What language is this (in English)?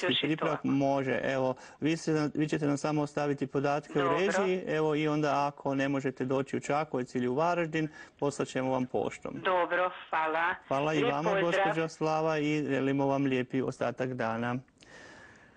Croatian